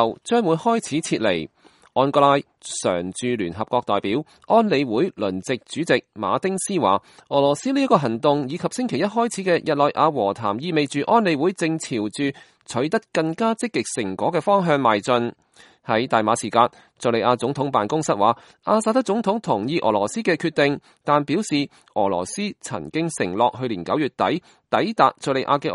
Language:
Cantonese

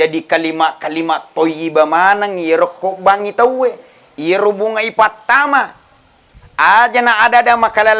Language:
Buginese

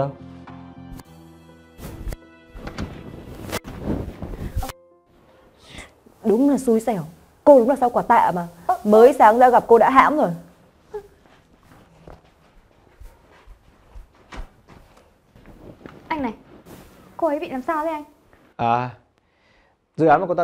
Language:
Vietnamese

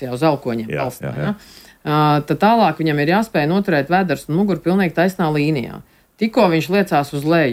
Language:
Latvian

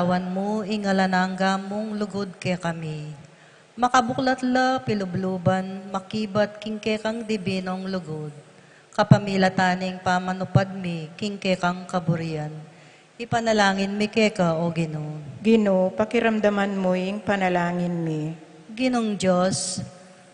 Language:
Pampanga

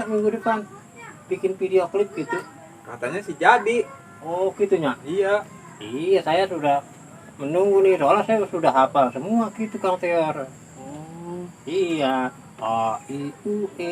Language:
Betawi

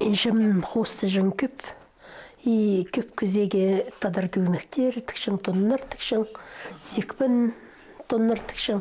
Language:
Khakas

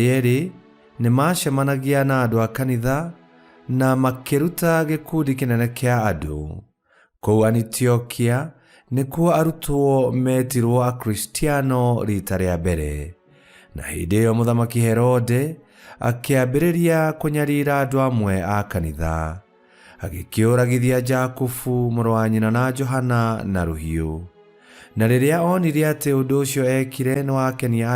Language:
Kikuyu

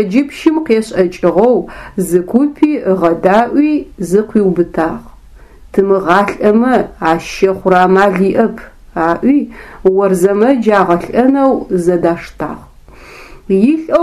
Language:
Adyghe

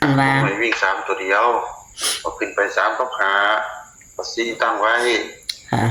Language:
Northeastern Thai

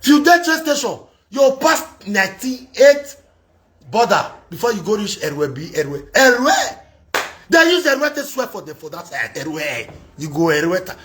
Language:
Nigerian Pidgin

